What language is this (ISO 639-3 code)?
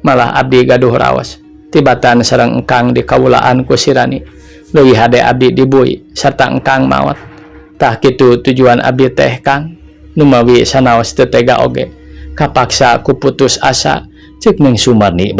sun